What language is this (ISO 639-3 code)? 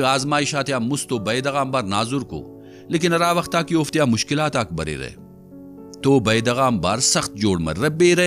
brh